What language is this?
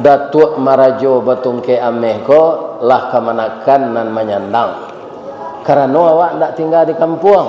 Minangkabau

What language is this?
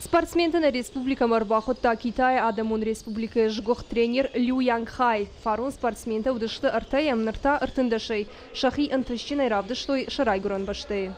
Ossetic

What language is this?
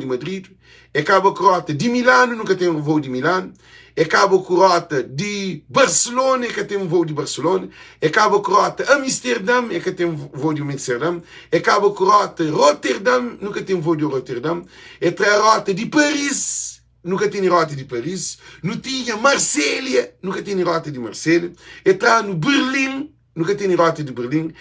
Kabuverdianu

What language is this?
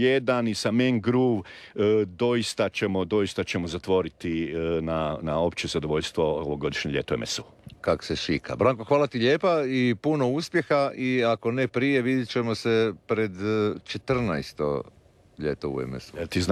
Croatian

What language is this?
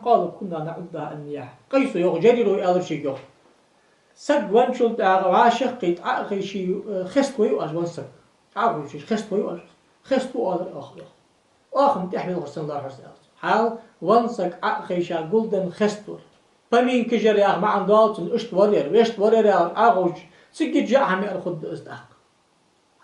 Ingush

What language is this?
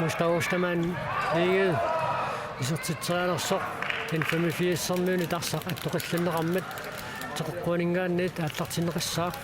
Kalaallisut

